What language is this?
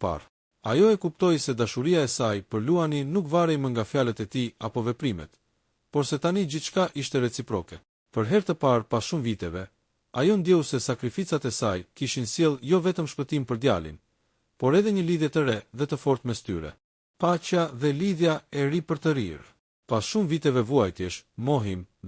Albanian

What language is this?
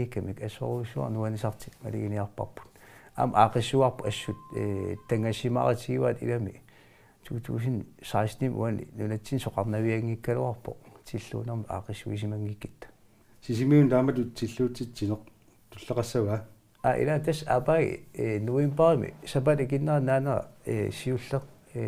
Kalaallisut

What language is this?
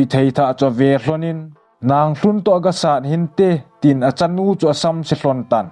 Thado Chin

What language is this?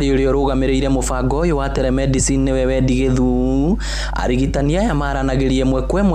Kikuyu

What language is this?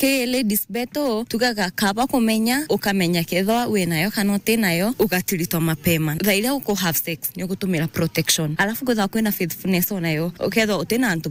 Meru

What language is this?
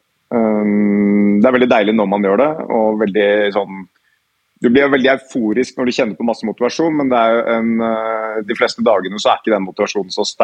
Norwegian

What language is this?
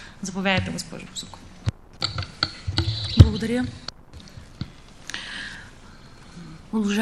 Bulgarian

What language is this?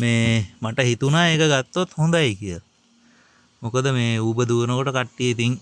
Sinhala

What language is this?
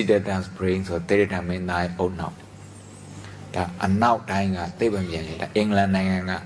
Burmese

